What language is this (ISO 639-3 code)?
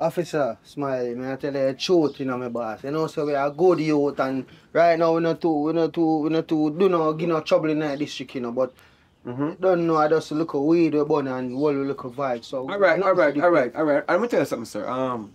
jam